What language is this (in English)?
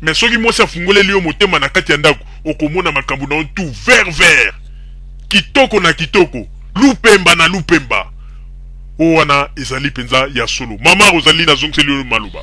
Lingala